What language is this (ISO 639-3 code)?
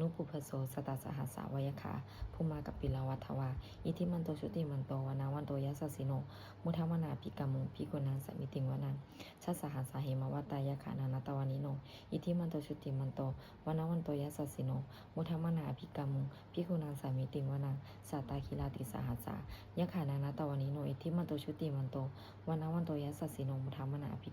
pli